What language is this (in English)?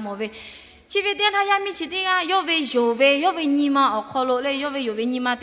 Lahu